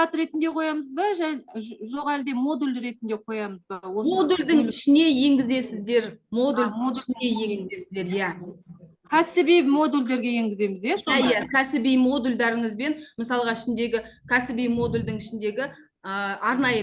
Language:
Kazakh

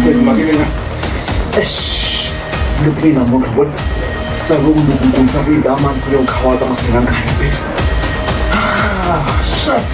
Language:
Tsonga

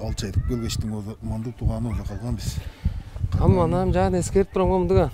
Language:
Tuvinian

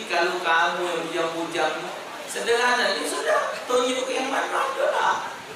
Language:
Musi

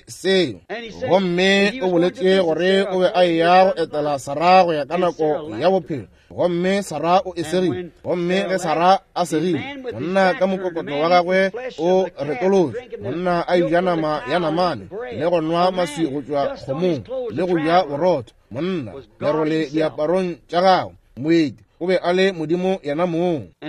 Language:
Northern Sotho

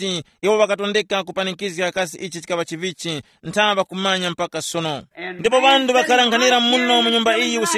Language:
Tumbuka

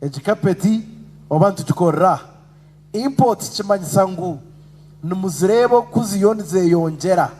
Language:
Nyankole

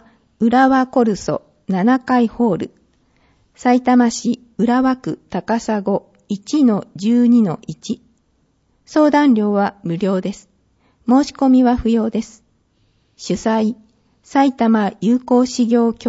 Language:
Japanese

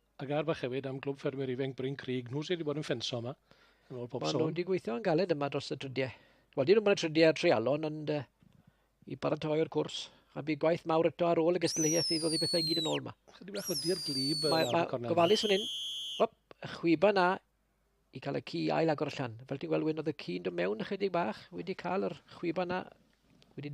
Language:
Welsh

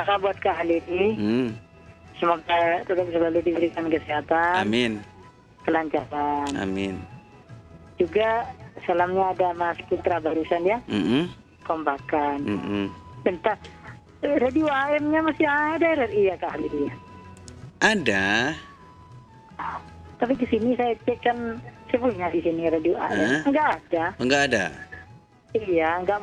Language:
Indonesian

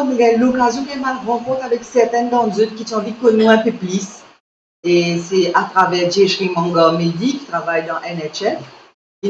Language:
Morisyen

